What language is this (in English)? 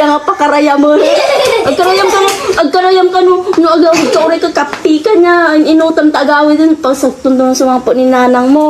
Iloko